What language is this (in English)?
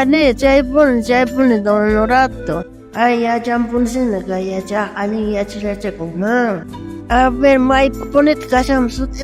South Bolivian Quechua